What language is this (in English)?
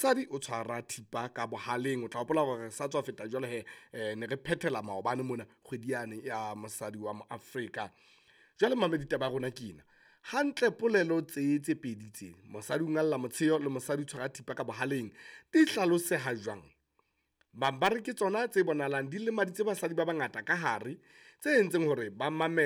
Southern Sotho